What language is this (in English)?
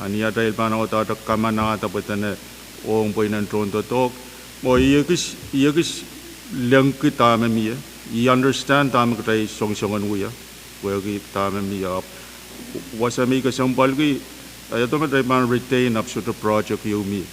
Pohnpeian